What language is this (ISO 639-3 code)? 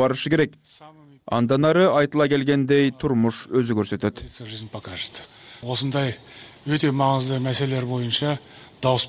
kir